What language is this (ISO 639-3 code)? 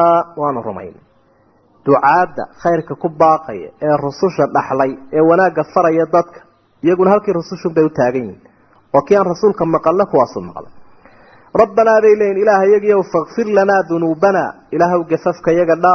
som